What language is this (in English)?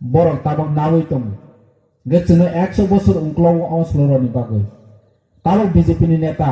Kok Borok